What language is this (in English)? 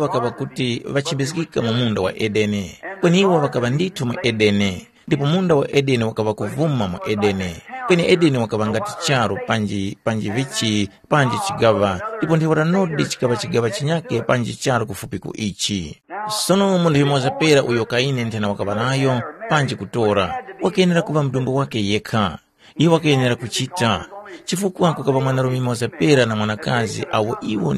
Tumbuka